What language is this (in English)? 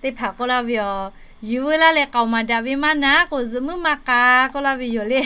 Lahu